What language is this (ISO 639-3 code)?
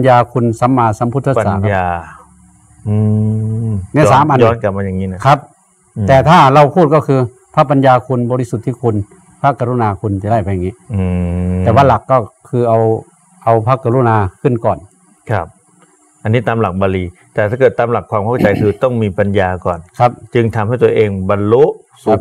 tha